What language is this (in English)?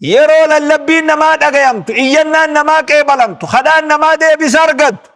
Oromo